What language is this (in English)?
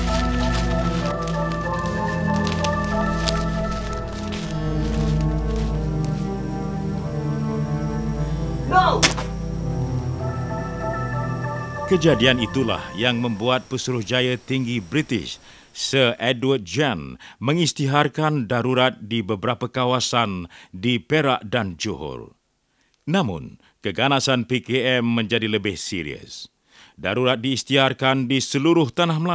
Malay